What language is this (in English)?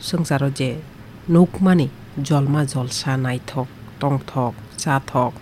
Kok Borok